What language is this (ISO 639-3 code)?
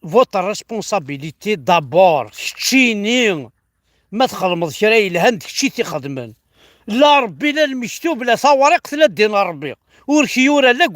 kab